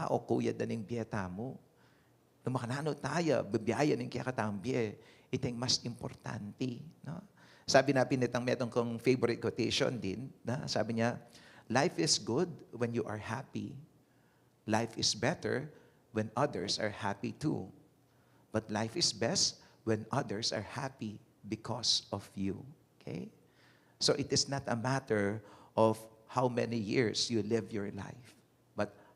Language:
Pampanga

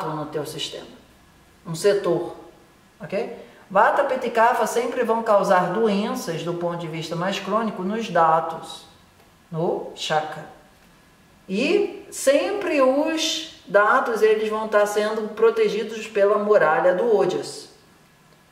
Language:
Portuguese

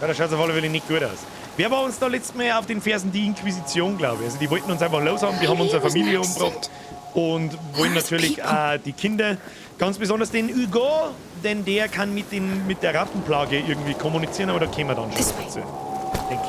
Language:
Bavarian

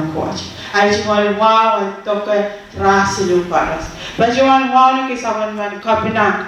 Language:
Pohnpeian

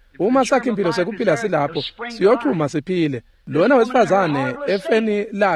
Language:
Swati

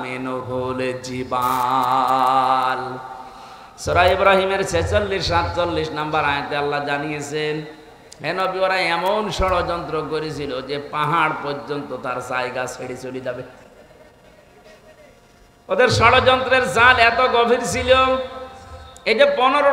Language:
Bangla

